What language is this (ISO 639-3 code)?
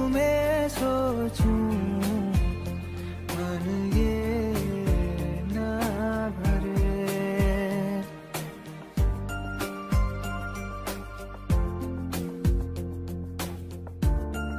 hin